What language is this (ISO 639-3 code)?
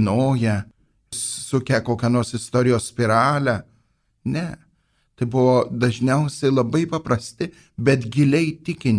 lit